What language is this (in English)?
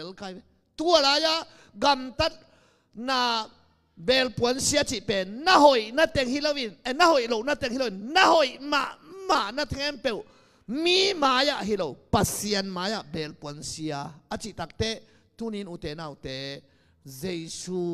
Tedim Chin